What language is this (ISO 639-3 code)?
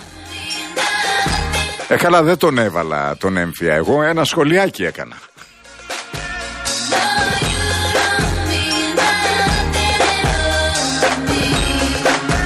ell